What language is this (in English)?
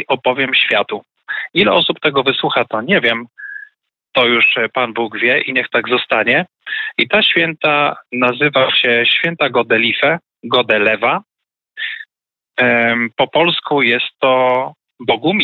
Polish